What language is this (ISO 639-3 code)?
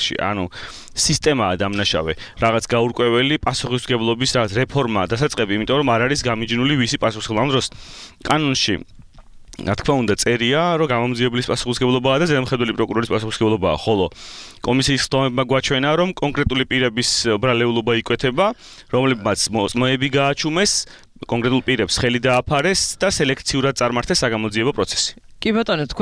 kat